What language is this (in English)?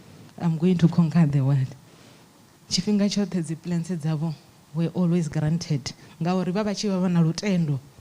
Venda